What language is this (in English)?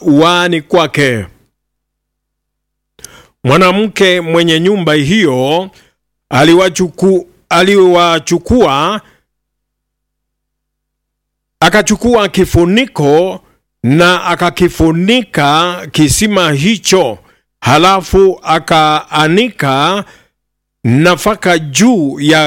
Swahili